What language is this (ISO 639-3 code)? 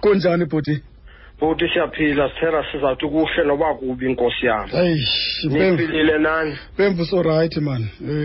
xho